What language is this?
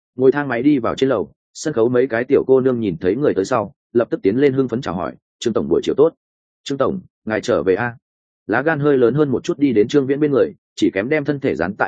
Vietnamese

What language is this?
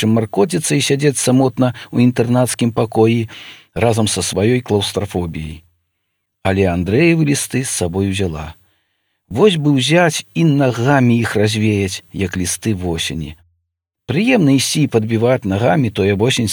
Belarusian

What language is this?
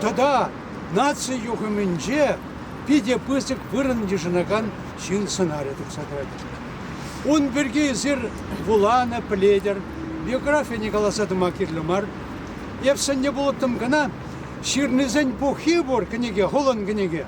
Chuvash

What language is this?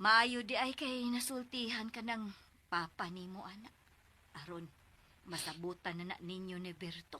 Cebuano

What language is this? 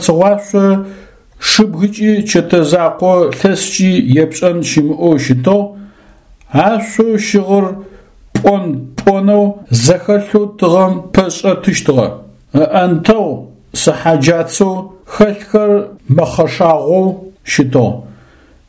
Adyghe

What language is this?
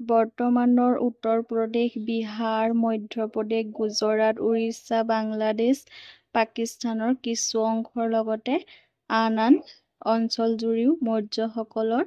Assamese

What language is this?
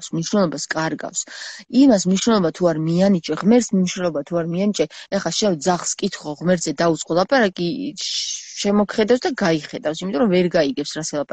Georgian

